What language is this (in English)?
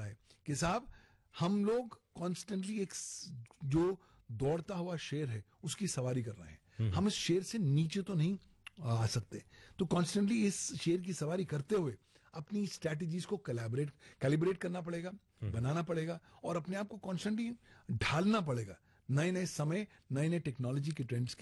Hindi